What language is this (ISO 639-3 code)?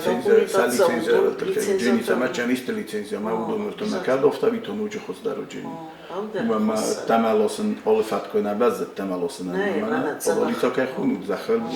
oss